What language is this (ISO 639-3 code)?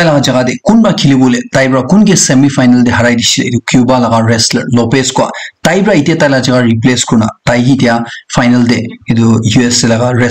nag